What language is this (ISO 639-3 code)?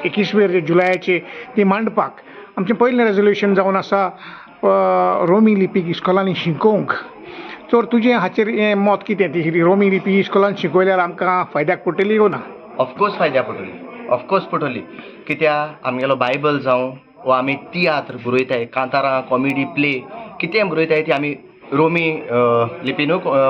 kok